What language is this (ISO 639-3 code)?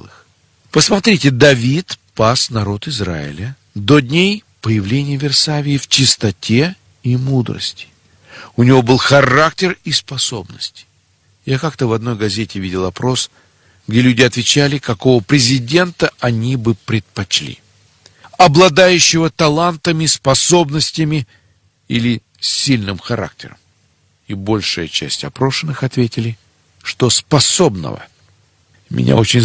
rus